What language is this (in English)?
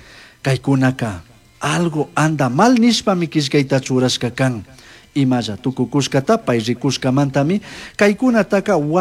Chimborazo Highland Quichua